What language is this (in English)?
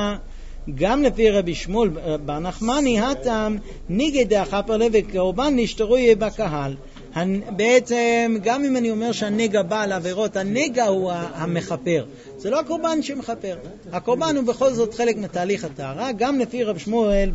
Hebrew